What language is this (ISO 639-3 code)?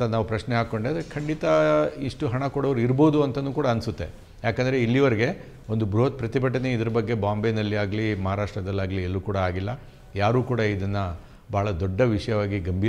kan